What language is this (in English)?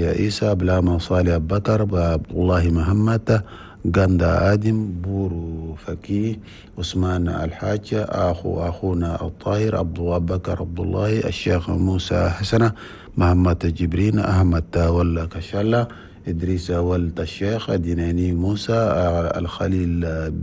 Chadian Arabic